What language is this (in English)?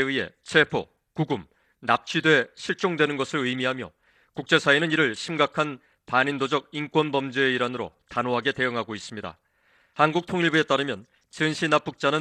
Korean